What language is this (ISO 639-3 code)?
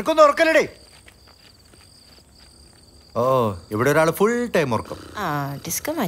mal